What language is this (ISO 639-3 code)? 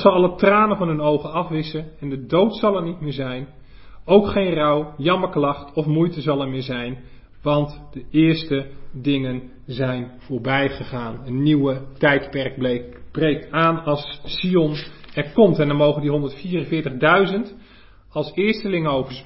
nld